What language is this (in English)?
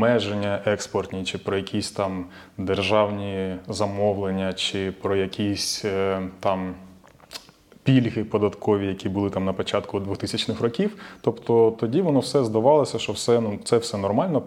Ukrainian